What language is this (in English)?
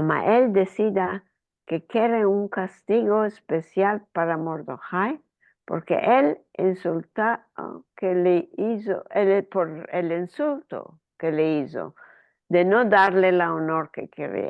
Ladino